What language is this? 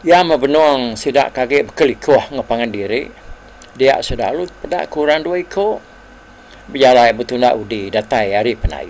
Iban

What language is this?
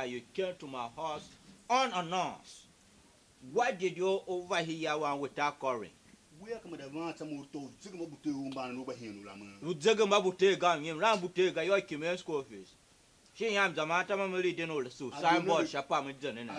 Tiv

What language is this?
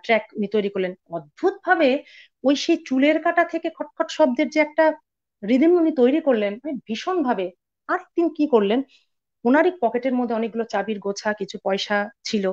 Bangla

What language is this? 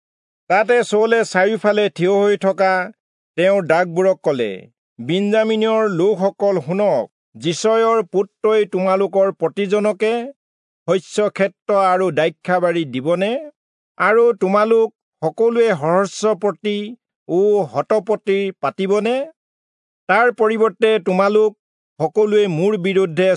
Assamese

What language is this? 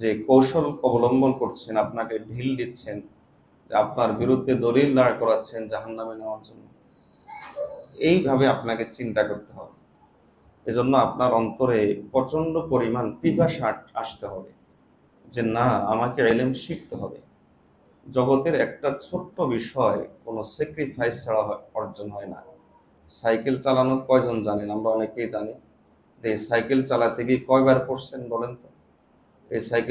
Bangla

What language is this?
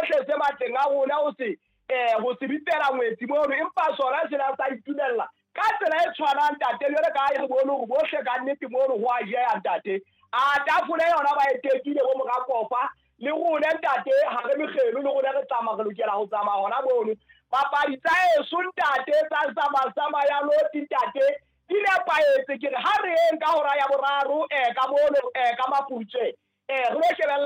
Southern Sotho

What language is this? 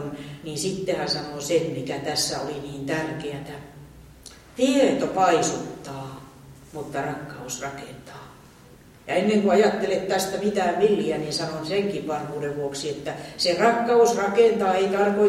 Finnish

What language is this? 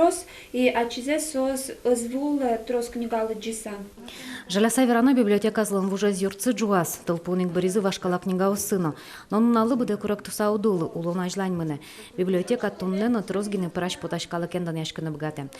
Udmurt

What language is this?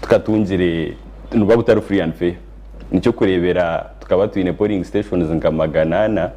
Nyankole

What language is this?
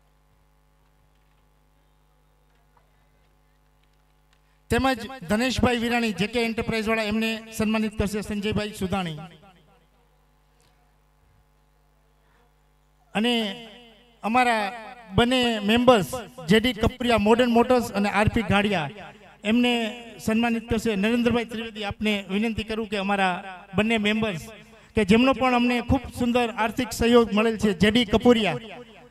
Gujarati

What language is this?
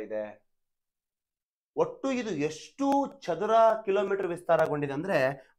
Kannada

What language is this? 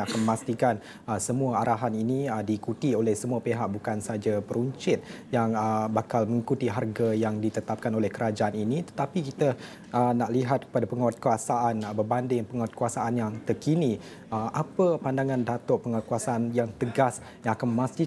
Malay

